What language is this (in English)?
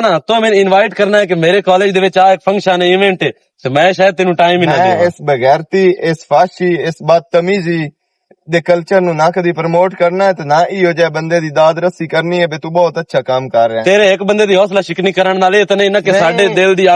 Western Panjabi